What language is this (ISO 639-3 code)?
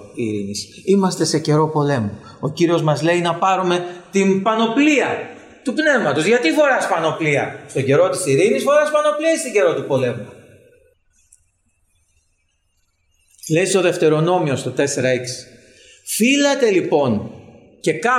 ell